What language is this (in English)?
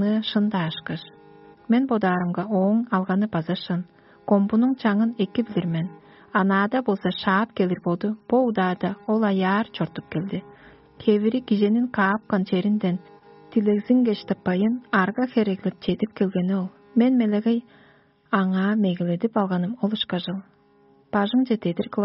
Tuvinian